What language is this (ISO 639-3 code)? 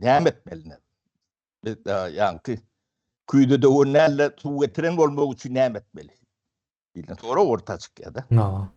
tuk